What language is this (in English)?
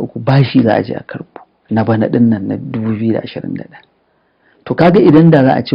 Hausa